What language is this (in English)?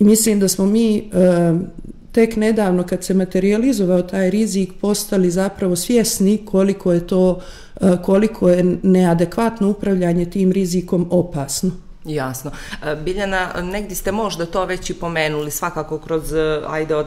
Bosnian